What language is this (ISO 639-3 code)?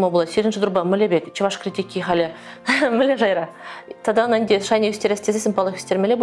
chv